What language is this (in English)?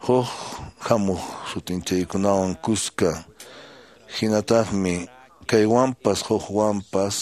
Quechua